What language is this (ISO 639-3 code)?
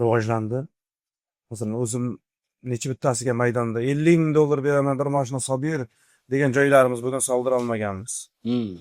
uzb